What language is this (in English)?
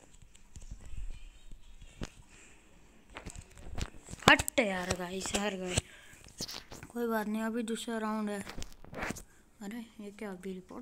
Hindi